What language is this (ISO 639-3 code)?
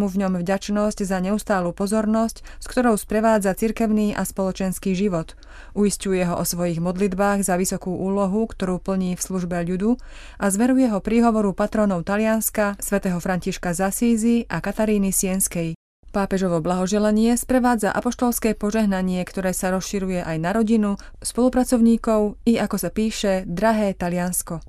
slk